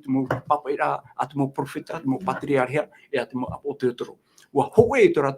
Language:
Tahitian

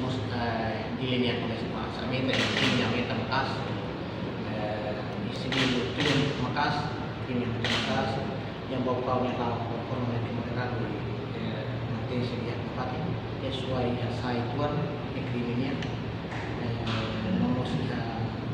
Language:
Tetum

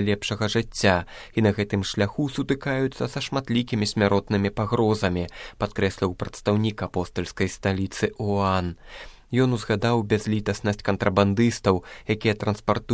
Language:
Belarusian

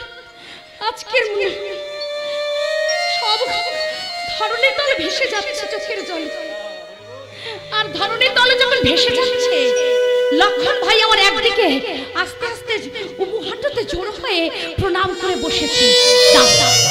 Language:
Bangla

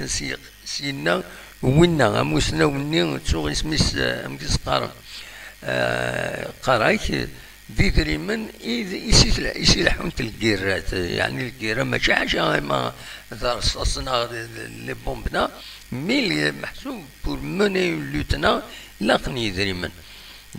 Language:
Kabyle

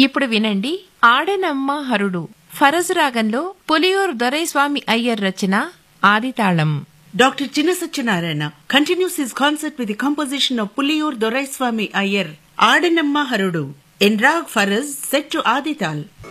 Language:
Telugu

